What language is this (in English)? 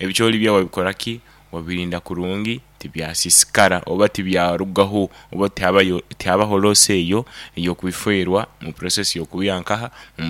Nyankole